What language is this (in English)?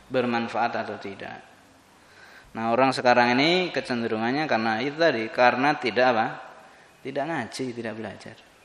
Indonesian